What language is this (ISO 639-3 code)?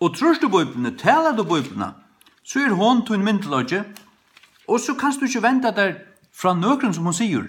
fao